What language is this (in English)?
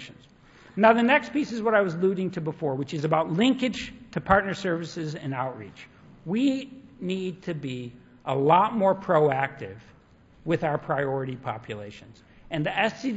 English